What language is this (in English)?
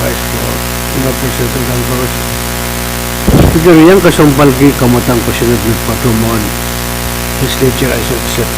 Pohnpeian